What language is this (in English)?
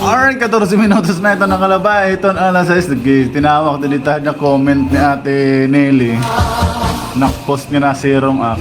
Waray